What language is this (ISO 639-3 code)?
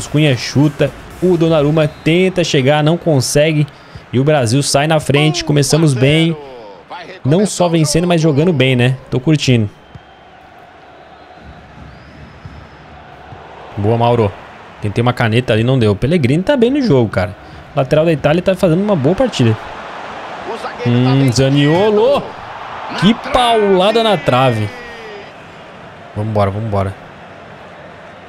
por